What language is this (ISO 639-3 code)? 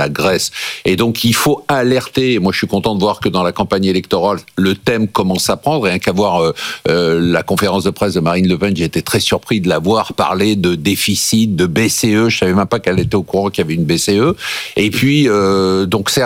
fra